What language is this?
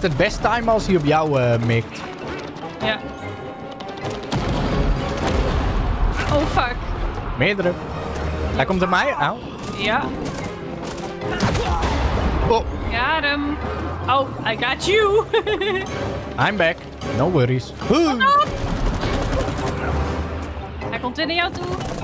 Dutch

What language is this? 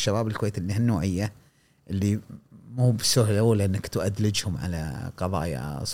Gulf Arabic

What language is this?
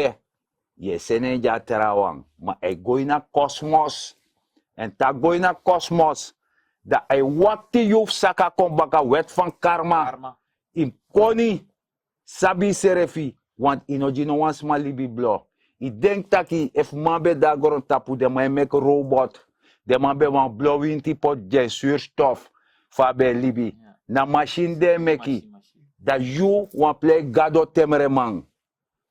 Sranan Tongo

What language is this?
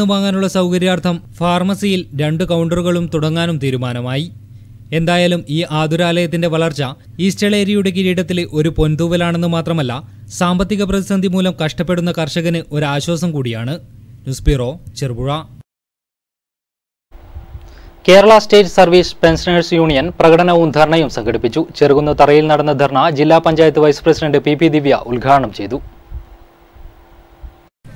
Malayalam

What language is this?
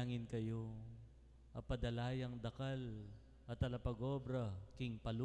Pampanga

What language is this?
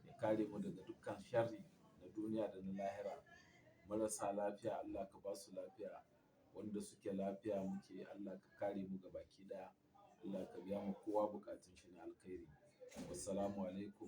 Hausa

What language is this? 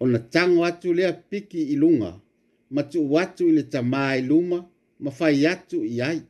Samoan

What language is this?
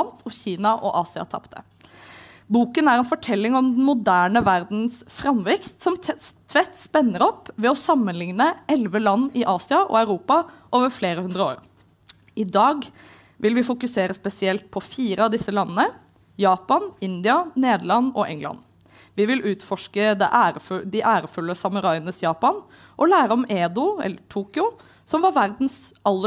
Norwegian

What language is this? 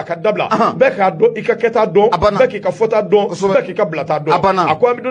Bambara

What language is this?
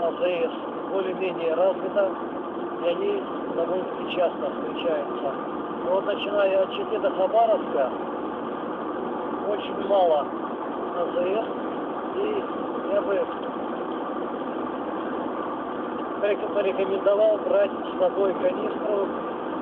Russian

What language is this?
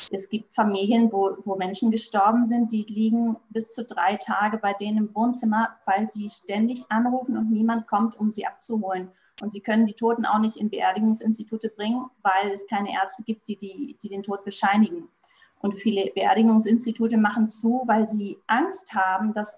Swiss German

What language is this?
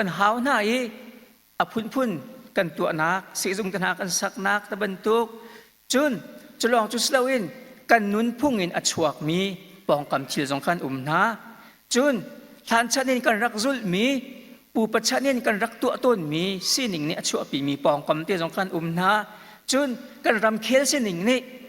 Hakha Chin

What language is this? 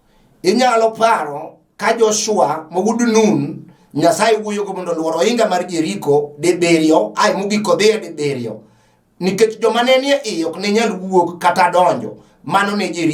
Luo (Kenya and Tanzania)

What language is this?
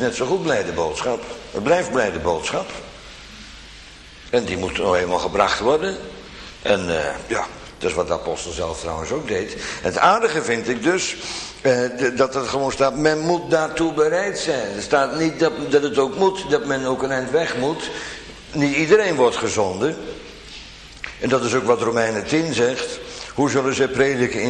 Dutch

